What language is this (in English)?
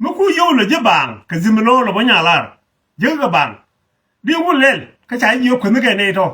Nuer